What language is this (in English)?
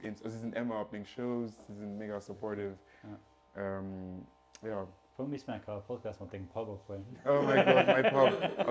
Luxembourgish